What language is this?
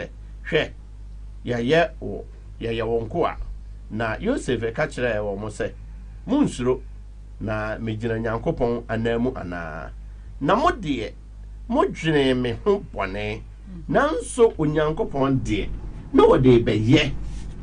Akan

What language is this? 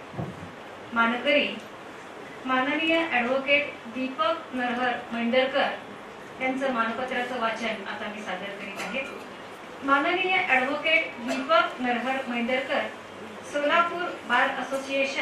Marathi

